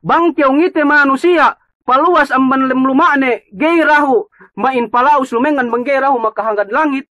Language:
Yakan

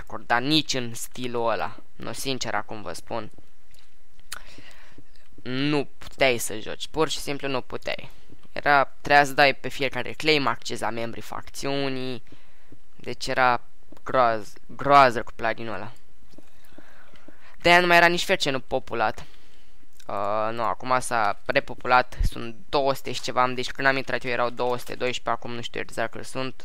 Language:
Romanian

